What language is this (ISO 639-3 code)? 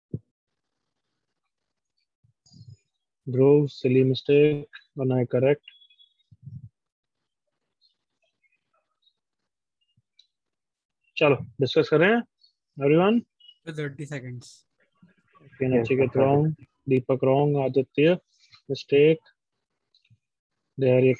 hin